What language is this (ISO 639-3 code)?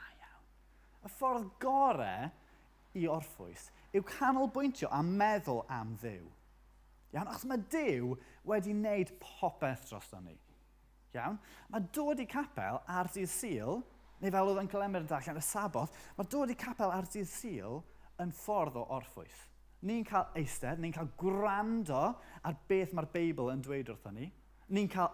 cym